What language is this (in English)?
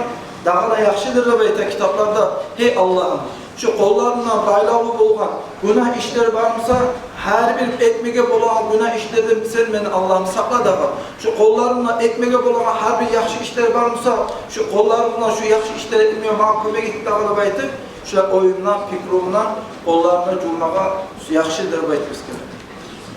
Kumyk